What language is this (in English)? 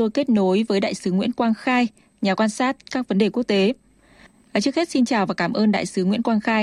Vietnamese